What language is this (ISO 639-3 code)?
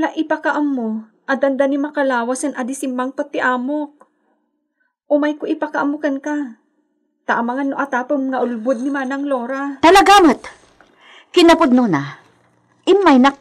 ilo